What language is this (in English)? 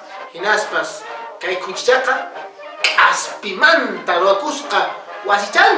Quechua